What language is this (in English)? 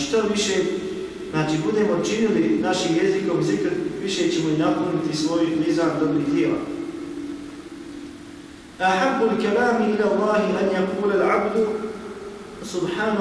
Bosnian